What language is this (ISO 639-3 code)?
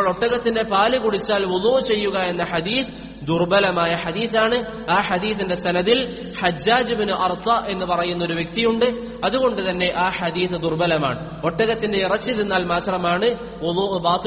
mal